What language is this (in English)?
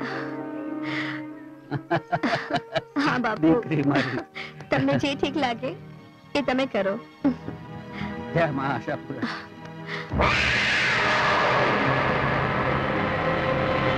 Gujarati